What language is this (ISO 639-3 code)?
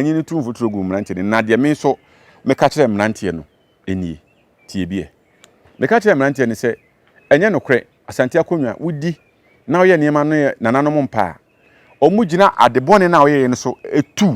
aka